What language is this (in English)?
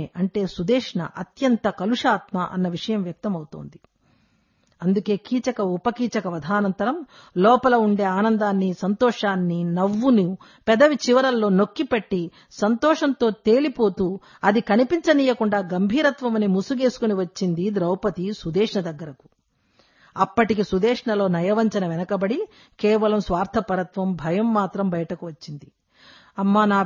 Telugu